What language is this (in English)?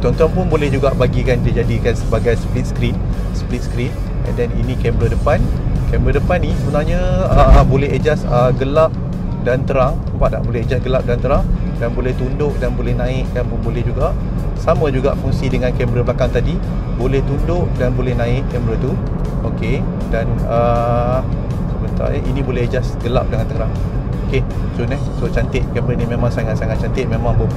Malay